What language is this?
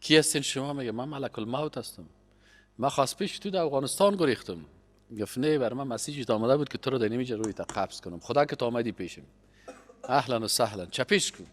Persian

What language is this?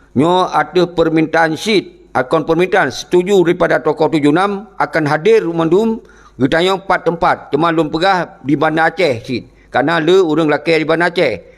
Achinese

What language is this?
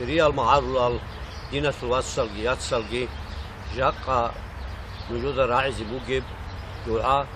Avaric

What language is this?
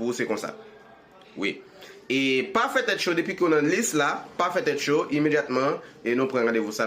Haitian Creole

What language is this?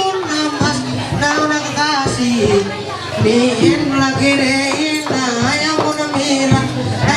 Ma'anyan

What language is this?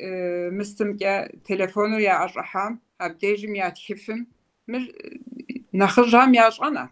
Kabardian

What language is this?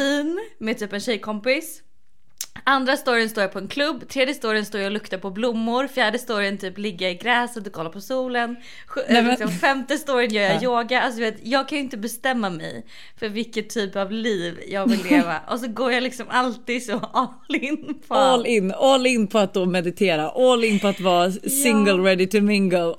Swedish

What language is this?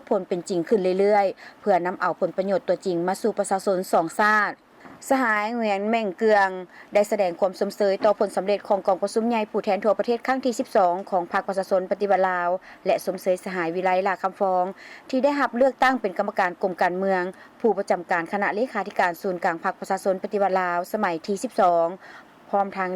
Lao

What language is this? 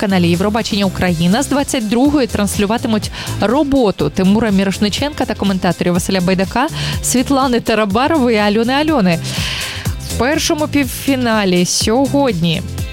Ukrainian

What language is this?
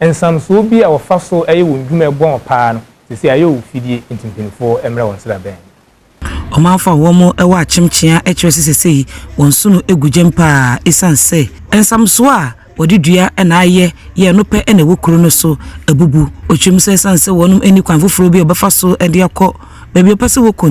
Akan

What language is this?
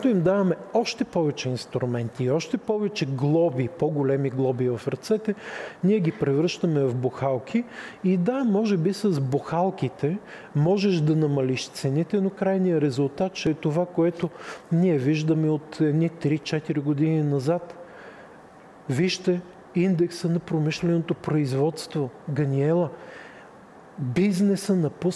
Bulgarian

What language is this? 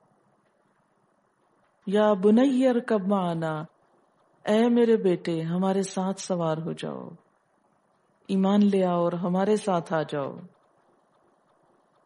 Urdu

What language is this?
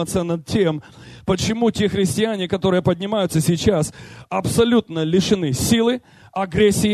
Russian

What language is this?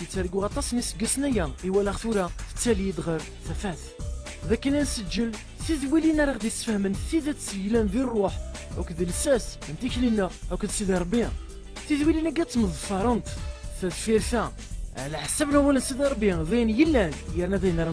Kabyle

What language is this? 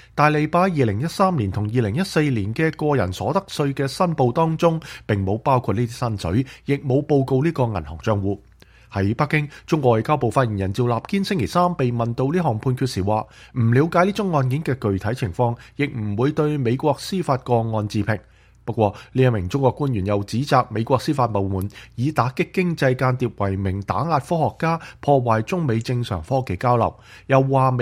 Cantonese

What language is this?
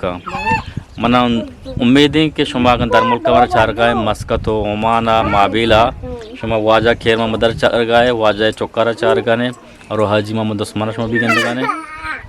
Eastern Balochi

